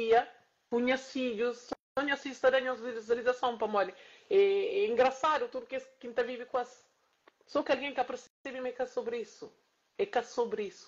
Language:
Kabuverdianu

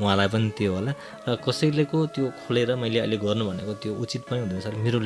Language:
Nepali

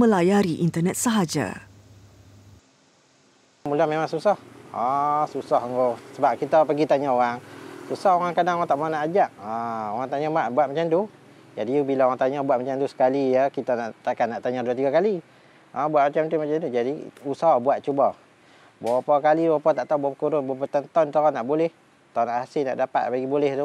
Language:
Malay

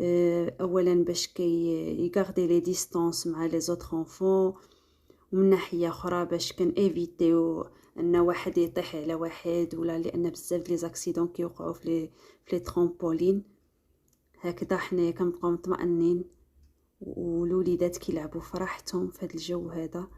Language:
Moroccan Arabic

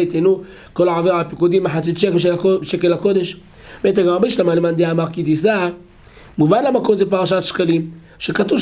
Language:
Hebrew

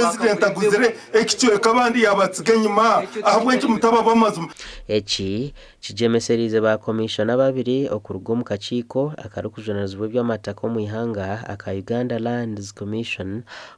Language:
Nyankole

